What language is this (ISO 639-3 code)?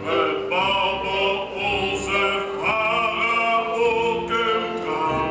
lim